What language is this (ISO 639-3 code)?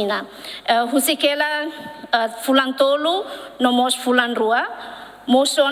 tet